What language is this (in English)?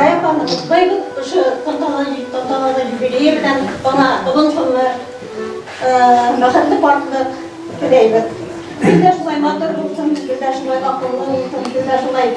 Bashkir